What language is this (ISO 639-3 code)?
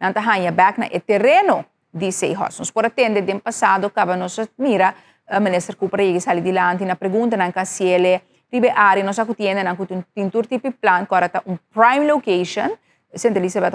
pap